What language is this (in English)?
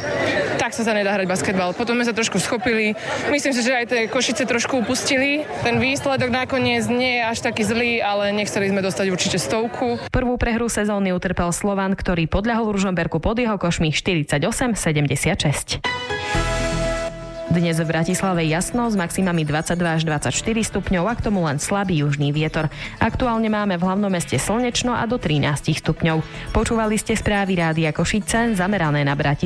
Slovak